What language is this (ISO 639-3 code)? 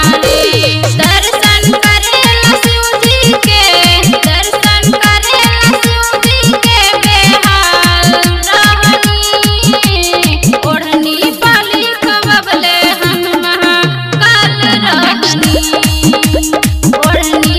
bho